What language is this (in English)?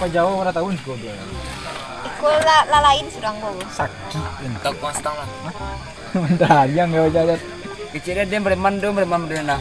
Minangkabau